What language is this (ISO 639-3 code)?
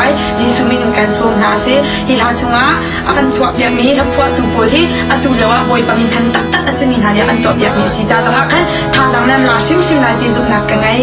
cnh